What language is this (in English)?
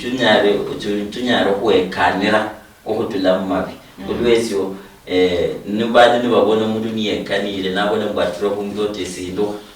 Luyia